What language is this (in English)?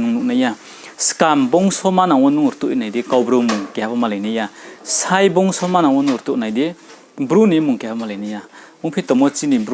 Riang (India)